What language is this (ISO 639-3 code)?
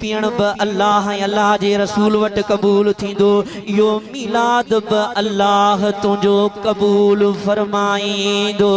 snd